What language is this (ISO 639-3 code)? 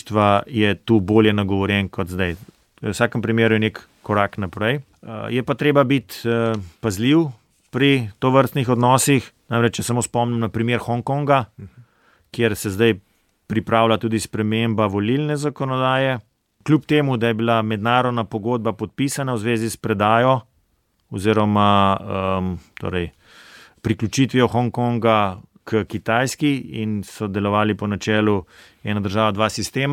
slv